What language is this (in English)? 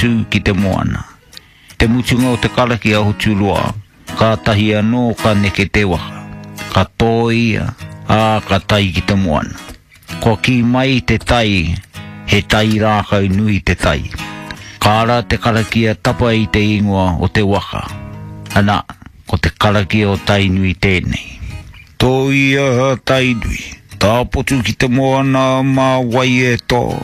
Māori